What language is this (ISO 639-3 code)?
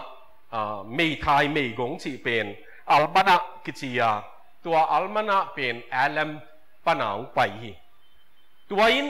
ctd